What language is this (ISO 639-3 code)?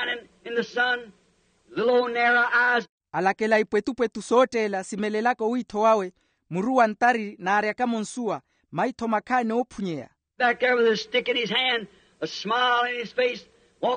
vmw